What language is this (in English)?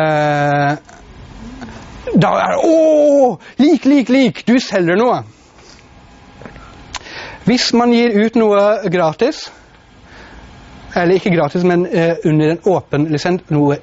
Norwegian